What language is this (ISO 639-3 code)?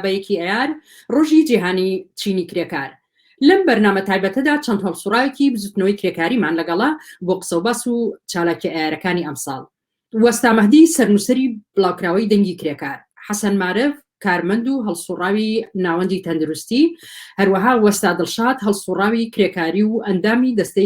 ckb